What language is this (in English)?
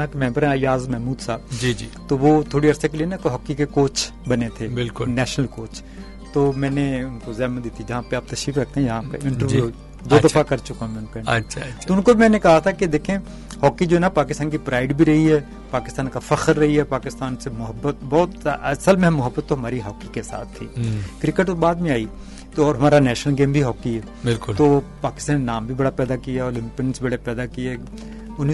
Urdu